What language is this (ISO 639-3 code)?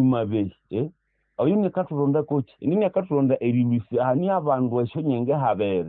nnb